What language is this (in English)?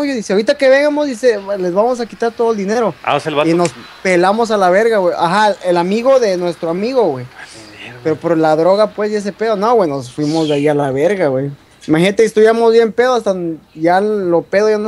Spanish